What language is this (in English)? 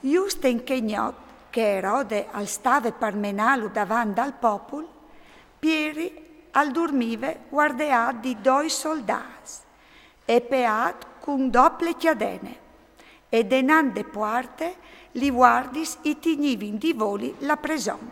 Friulian